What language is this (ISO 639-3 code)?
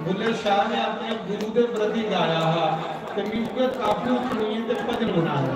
doi